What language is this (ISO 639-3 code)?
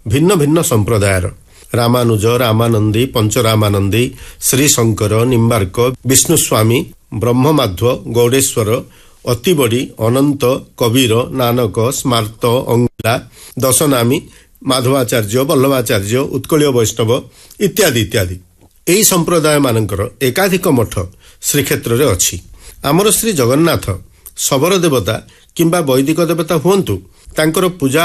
ori